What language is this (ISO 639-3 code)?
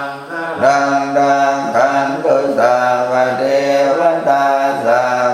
pli